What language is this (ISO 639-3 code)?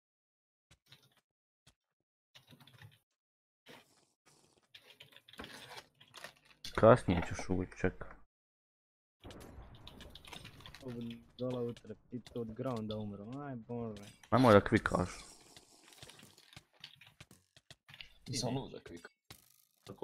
hrv